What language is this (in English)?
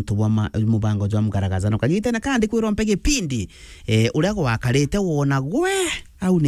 Meru